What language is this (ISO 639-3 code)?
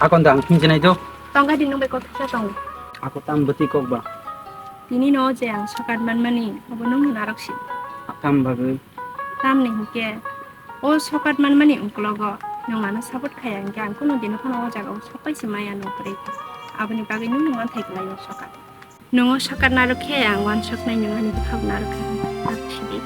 trp